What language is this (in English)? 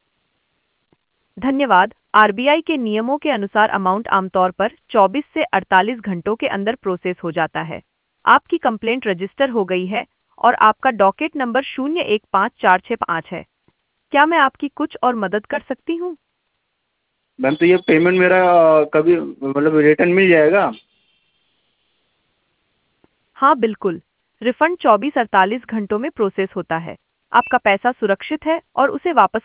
Hindi